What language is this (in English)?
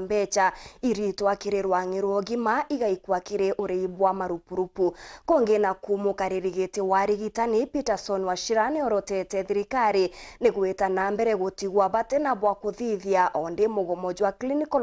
Meru